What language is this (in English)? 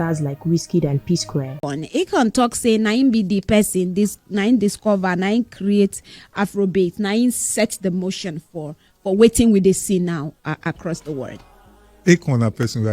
Nigerian Pidgin